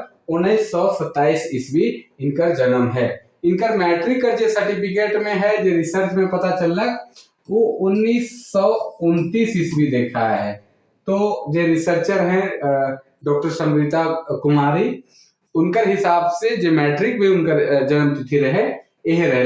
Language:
Sadri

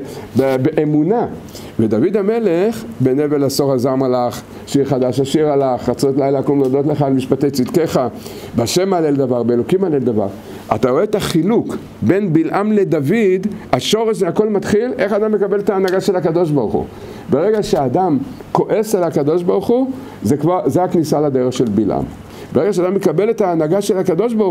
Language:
Hebrew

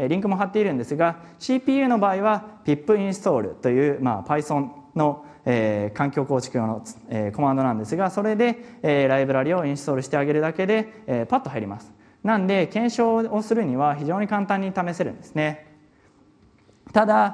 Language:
Japanese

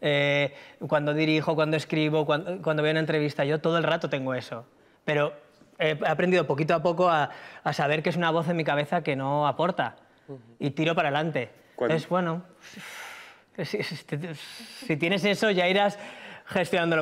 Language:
Spanish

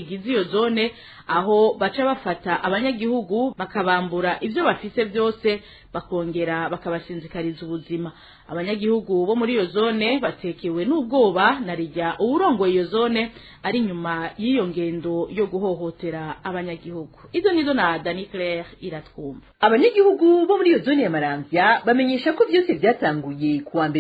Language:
Rundi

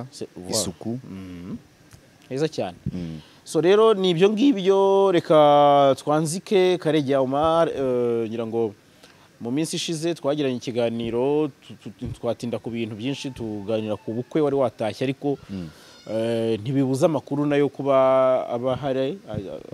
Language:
Kinyarwanda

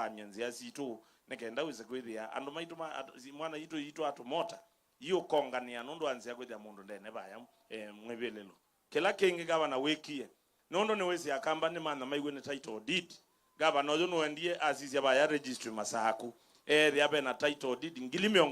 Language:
Kamba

